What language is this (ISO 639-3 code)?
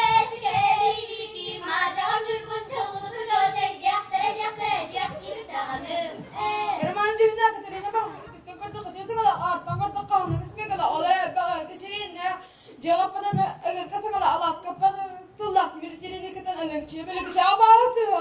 sah